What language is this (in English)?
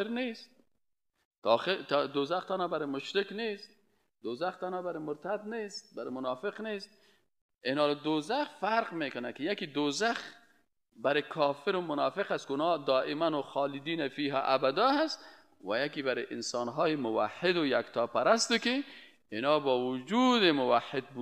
Persian